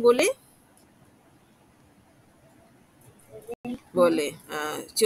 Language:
Malay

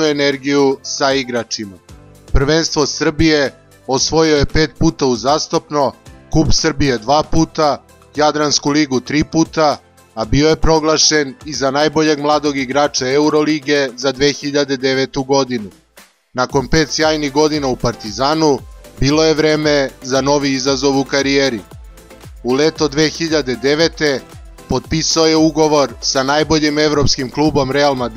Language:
Serbian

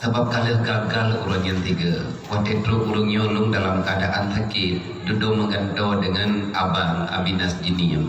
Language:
Achinese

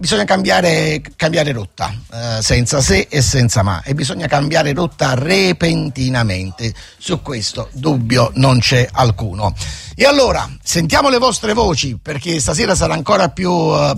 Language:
Italian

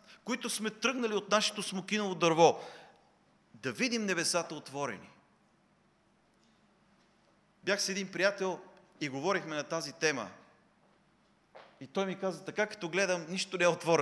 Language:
Bulgarian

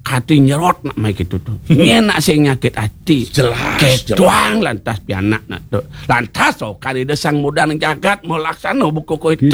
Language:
Balinese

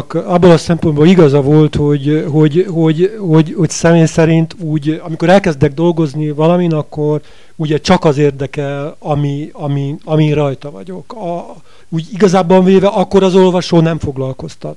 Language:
Hungarian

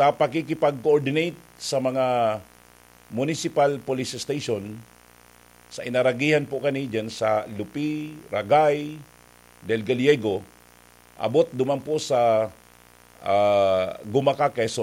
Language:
Bikol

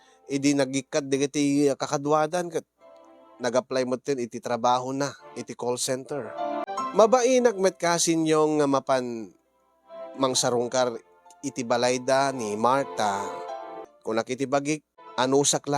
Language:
Iloko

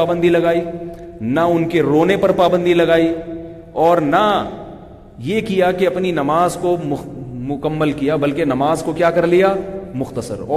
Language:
Urdu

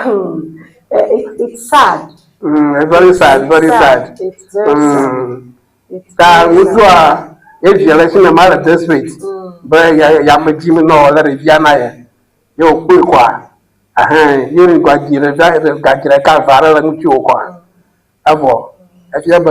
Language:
Ewe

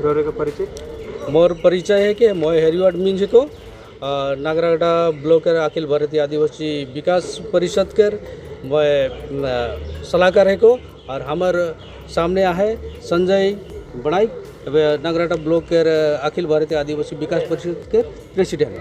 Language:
Sadri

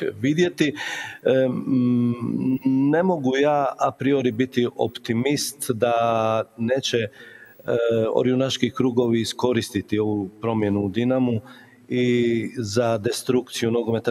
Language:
Croatian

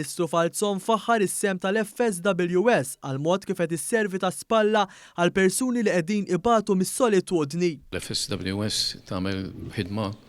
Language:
Maltese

